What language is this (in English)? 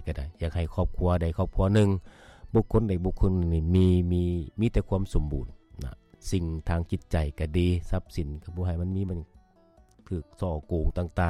Lao